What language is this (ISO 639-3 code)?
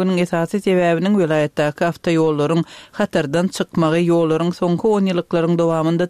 tuk